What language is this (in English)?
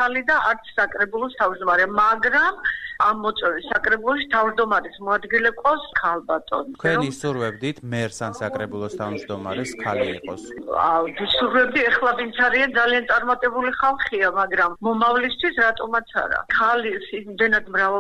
Georgian